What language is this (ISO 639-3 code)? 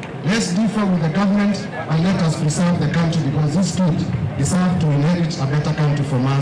kam